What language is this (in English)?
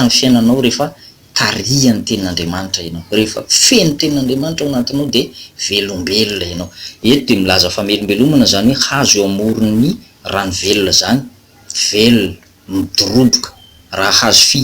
Malagasy